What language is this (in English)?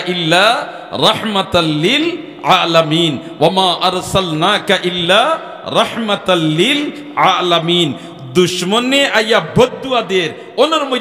Sylheti